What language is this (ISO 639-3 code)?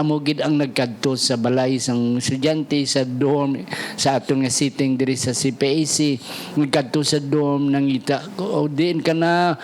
hil